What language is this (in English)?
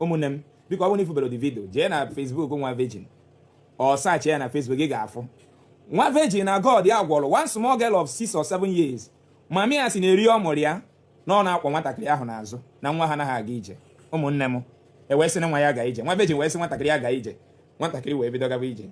Igbo